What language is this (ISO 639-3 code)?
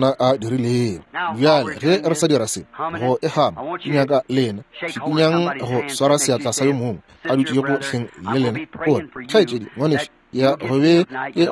nso